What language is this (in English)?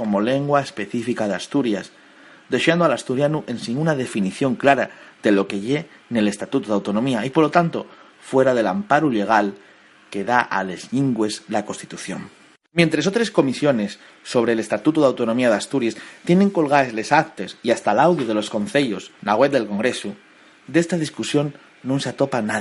Asturian